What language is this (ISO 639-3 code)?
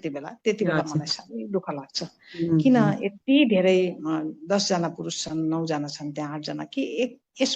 nep